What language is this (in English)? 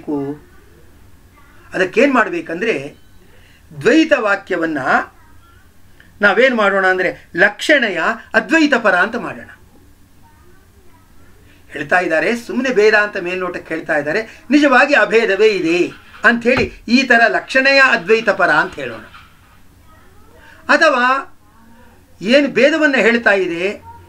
Kannada